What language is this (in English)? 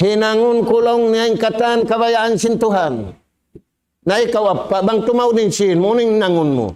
Tausug